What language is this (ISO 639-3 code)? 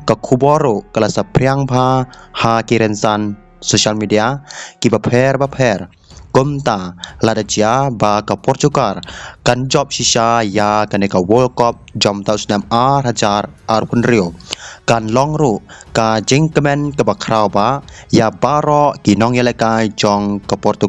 kha